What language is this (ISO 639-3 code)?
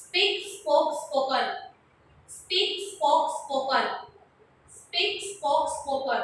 guj